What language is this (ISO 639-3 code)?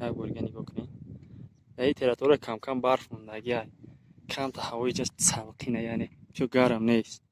tgk